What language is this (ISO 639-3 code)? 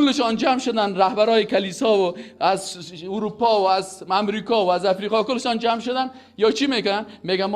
fas